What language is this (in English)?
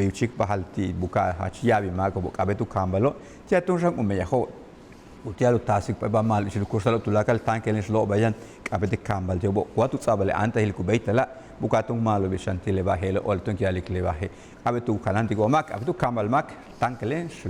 Yucateco